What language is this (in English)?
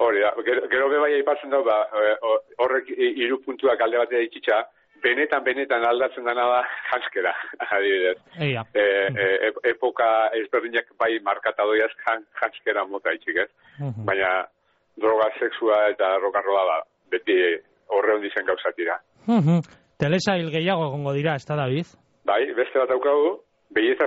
Basque